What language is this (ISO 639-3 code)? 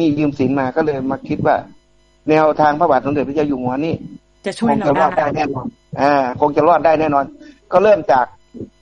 tha